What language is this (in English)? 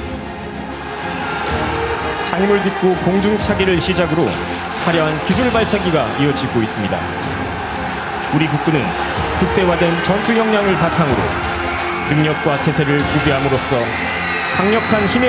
Korean